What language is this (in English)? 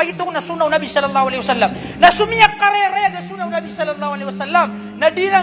Maranao